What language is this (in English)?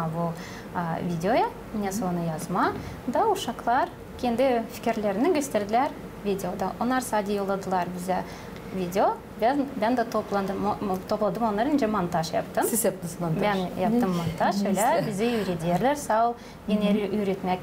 Gagauz